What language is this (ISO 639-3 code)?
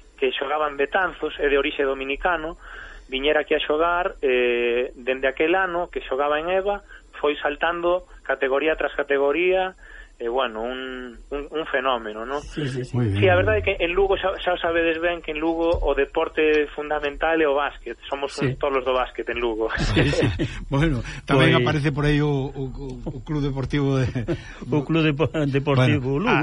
glg